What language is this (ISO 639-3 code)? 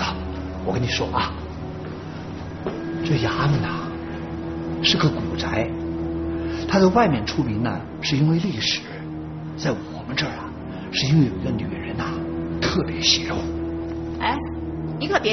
zho